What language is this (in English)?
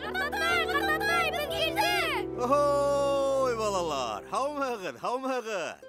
Bashkir